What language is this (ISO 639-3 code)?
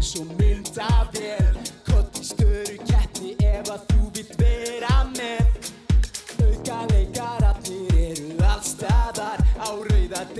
isl